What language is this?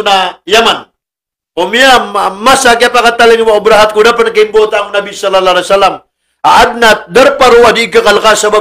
Maranao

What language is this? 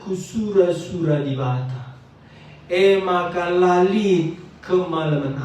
Batak Karo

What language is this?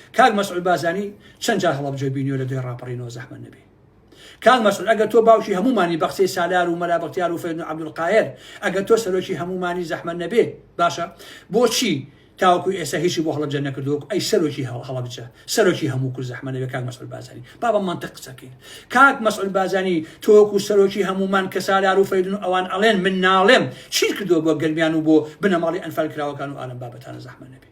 Central Kurdish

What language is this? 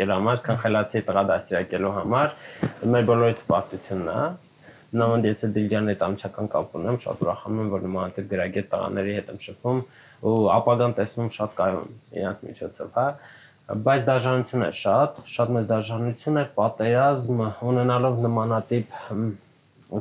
Armenian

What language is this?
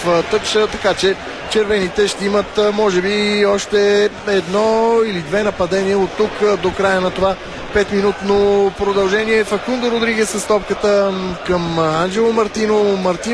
Bulgarian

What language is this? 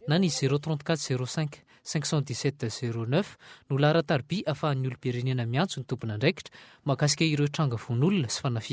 Malagasy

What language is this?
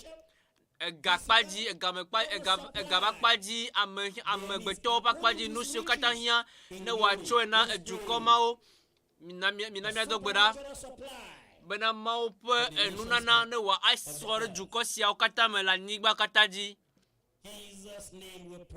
Ewe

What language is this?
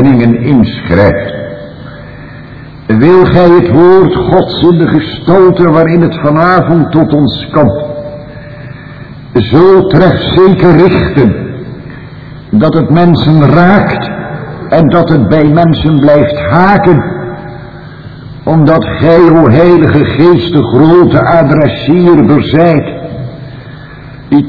Dutch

